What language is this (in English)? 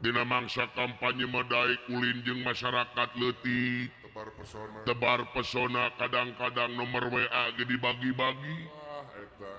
Sundanese